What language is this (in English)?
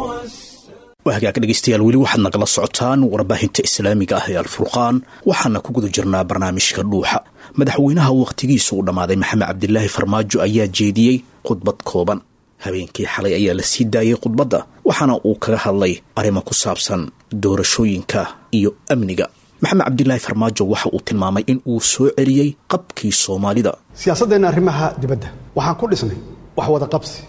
Somali